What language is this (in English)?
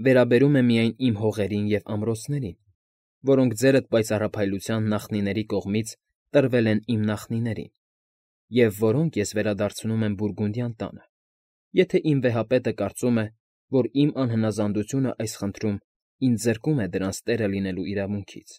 Armenian